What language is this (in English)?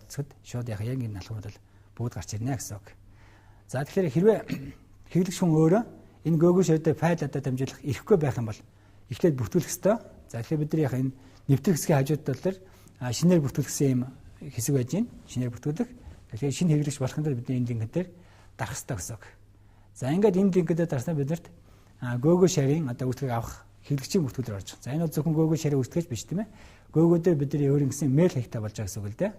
Mongolian